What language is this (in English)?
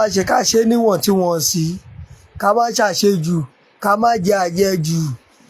Yoruba